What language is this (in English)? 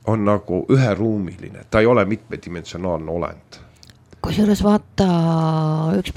Estonian